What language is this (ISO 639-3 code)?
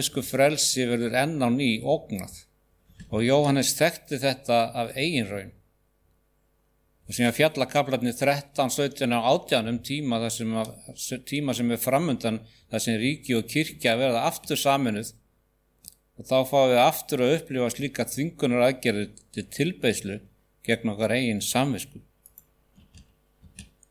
isl